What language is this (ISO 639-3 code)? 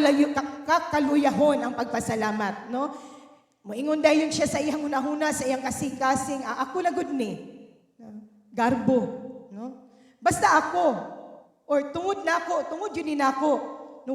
ceb